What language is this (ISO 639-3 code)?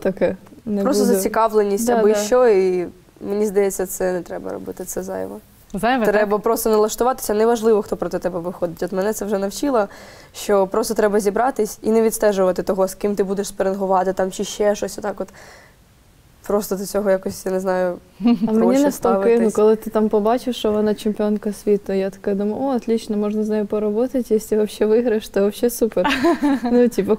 ukr